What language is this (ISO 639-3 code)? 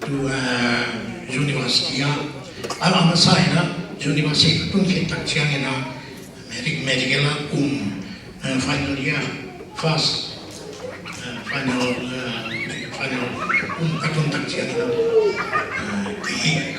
ctd